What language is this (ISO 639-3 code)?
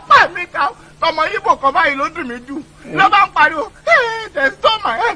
yor